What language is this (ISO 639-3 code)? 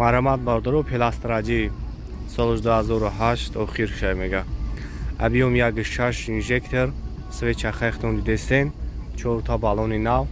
tgk